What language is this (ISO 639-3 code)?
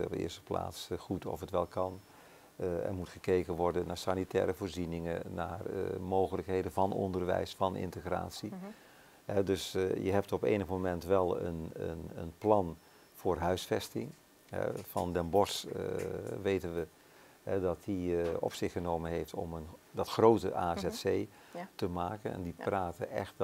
nld